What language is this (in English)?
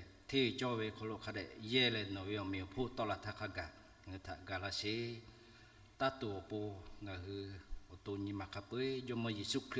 Lahu